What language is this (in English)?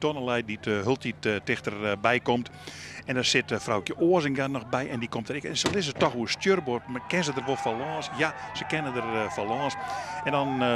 Western Frisian